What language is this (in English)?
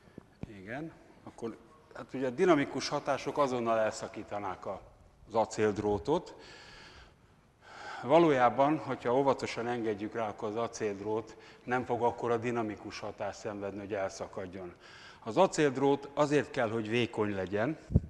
Hungarian